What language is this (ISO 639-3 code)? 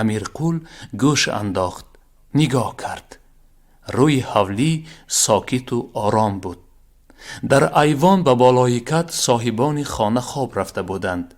tgk